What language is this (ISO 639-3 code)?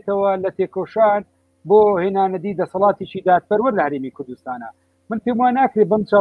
ckb